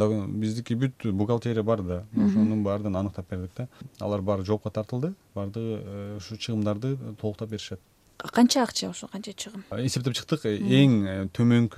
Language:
Kyrgyz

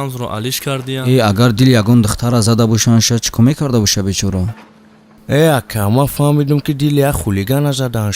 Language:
Tajik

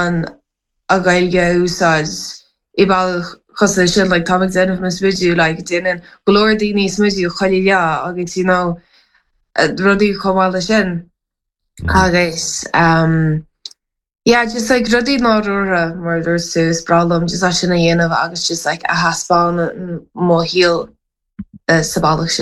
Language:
Irish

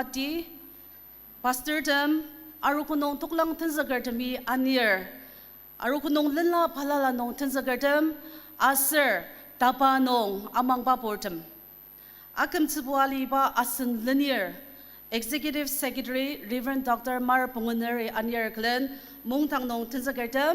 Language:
Ao Naga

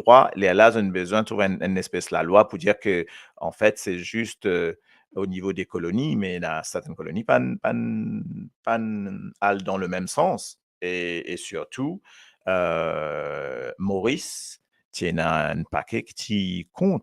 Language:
Morisyen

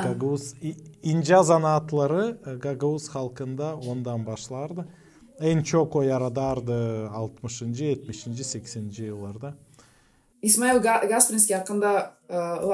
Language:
Gagauz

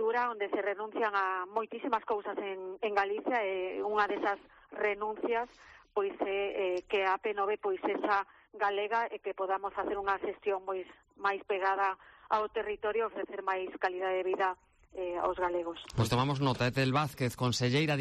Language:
Galician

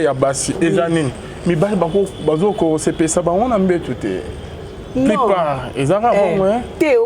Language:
Lingala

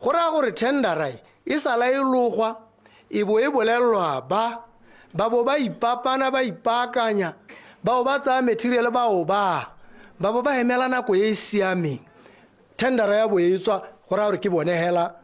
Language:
Tswana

